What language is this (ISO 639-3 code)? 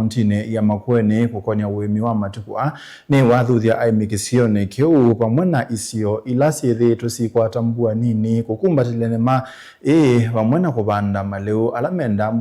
kam